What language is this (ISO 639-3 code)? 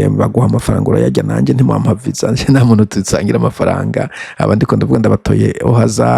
run